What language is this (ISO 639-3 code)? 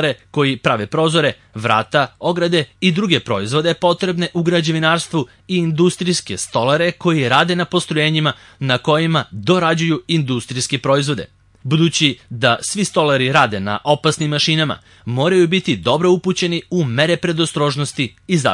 srp